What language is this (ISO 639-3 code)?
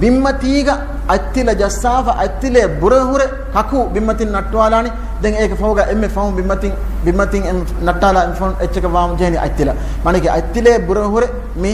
div